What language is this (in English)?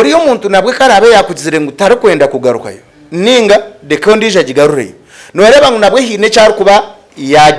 Nyankole